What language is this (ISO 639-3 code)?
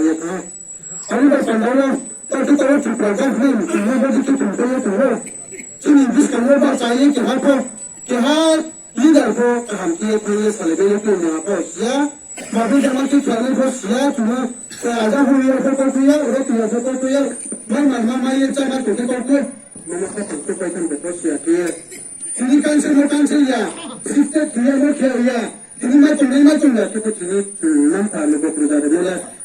ria